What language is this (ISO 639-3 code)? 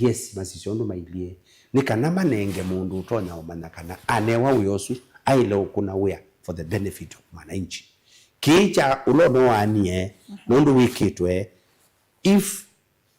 kam